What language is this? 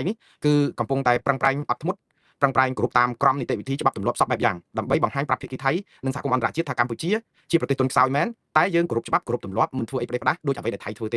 Khmer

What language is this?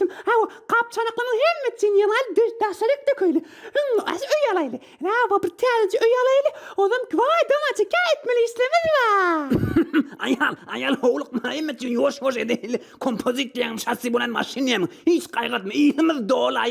Turkmen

